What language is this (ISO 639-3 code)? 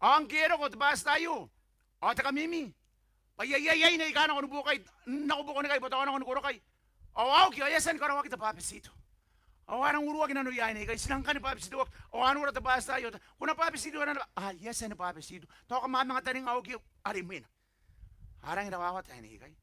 gil